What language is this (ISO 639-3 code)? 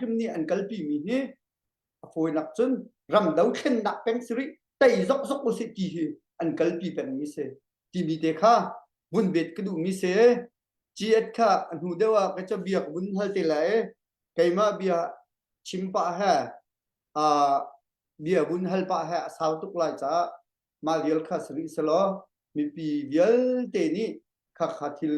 cnh